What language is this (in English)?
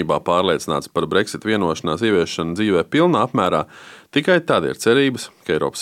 Latvian